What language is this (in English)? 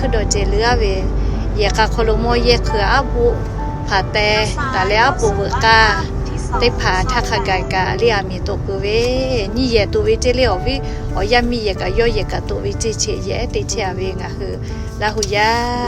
Lahu